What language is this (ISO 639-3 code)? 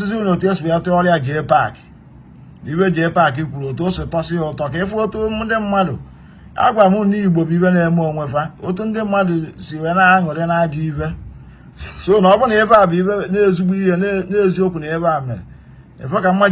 ibo